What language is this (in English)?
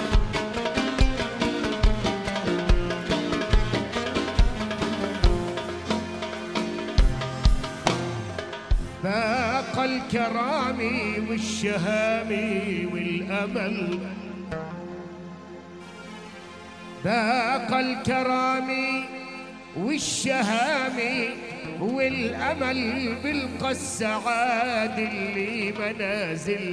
South Levantine Arabic